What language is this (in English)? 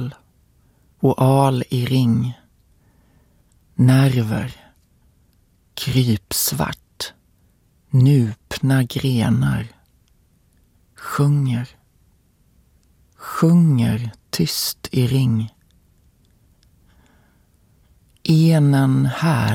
Swedish